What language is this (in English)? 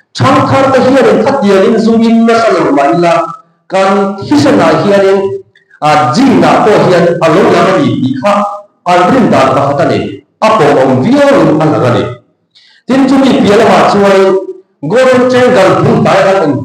Mizo